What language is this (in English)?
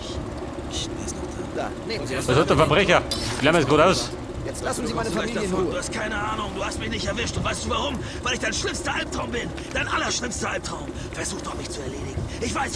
Bavarian